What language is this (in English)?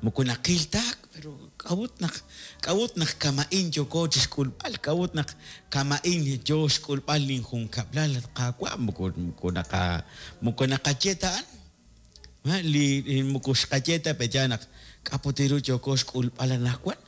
Kekchí